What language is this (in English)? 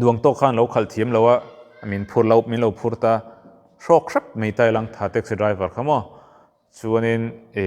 Mizo